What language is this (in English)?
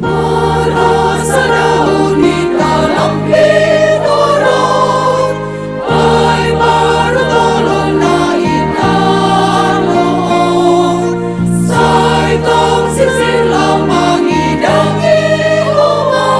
Batak Simalungun